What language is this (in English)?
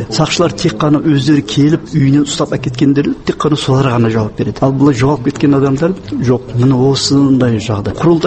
Kazakh